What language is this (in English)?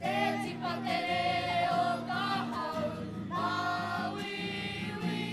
Māori